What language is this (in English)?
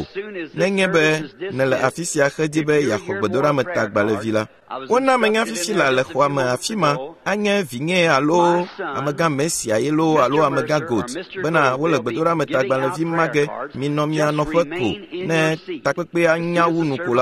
Ewe